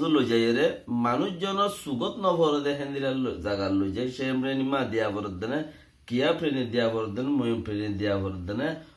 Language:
Rohingya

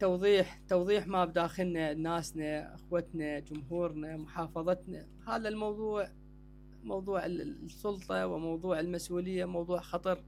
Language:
Mesopotamian Arabic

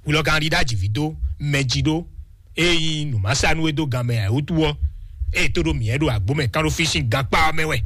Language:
Fon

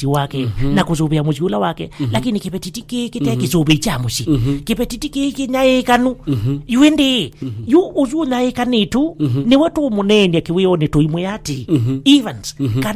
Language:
Kamba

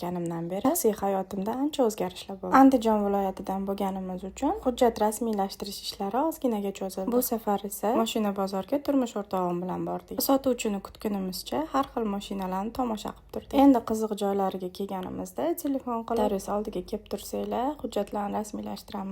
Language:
Uzbek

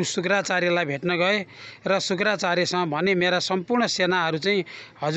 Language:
Nepali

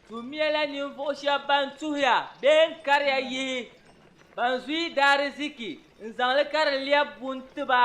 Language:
Dagbani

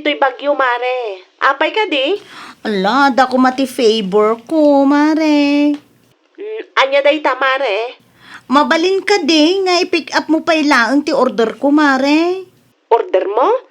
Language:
Iloko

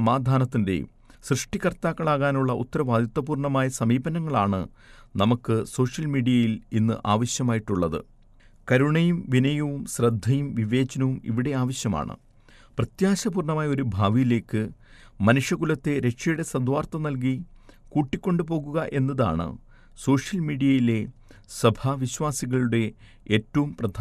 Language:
Malayalam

